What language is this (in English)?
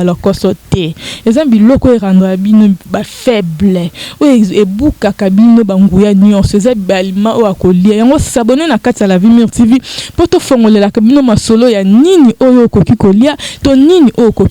Lingala